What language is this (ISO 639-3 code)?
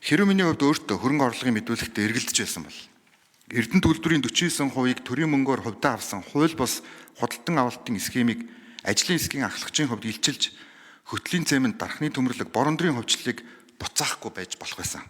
mon